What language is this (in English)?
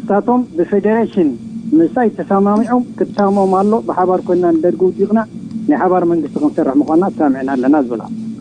Tigrinya